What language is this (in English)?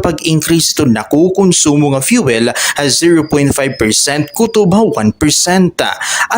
Waray